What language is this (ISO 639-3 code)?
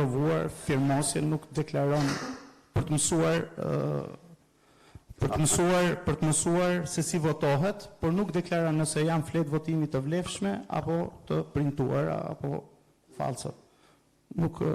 sqi